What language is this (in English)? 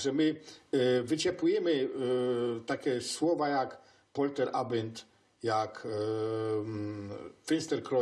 Silesian